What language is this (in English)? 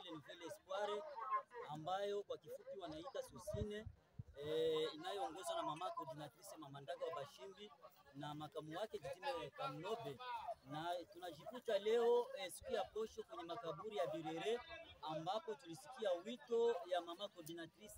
Swahili